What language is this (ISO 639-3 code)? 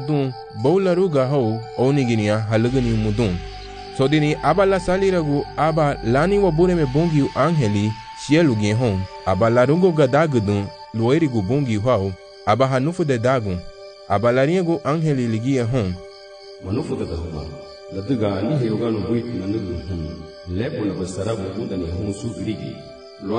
cab